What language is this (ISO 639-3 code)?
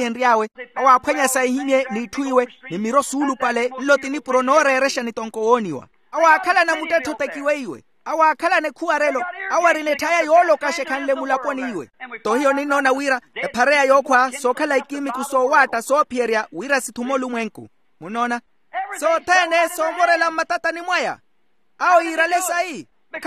vmw